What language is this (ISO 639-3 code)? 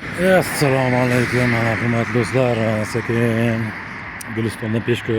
uzb